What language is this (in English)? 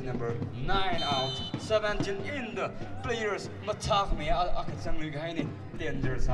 Tangkhul Naga (India)